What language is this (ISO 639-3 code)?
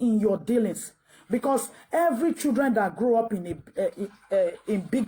pcm